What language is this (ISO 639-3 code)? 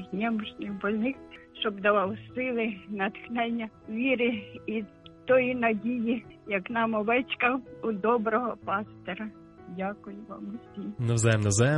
ukr